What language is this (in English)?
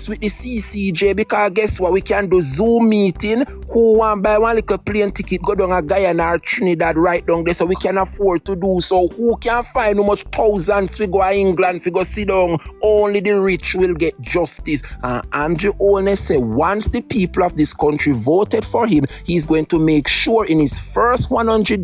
Jamaican Creole English